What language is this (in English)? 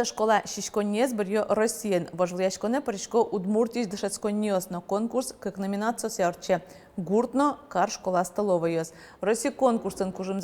Udmurt